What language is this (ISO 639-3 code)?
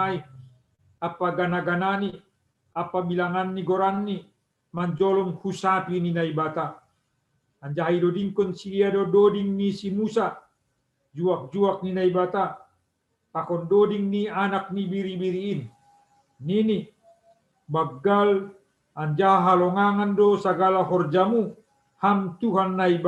bts